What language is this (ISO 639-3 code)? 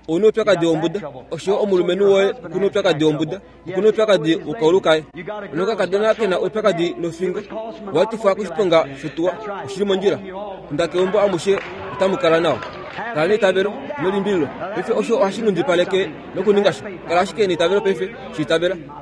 kua